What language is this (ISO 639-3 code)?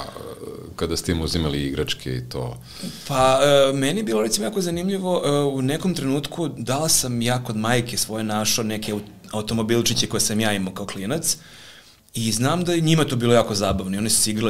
srp